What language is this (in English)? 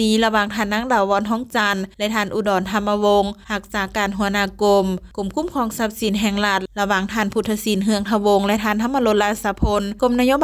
Lao